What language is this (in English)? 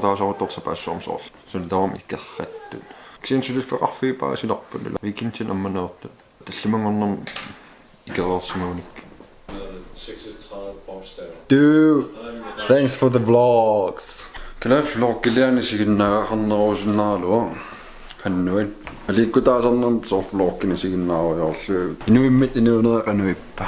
Kalaallisut